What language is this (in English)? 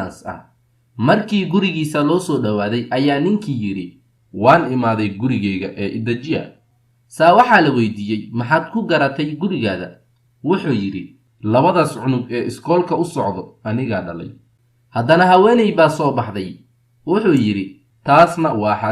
Somali